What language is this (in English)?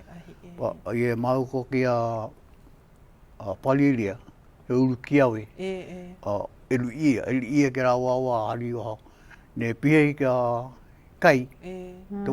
Hawaiian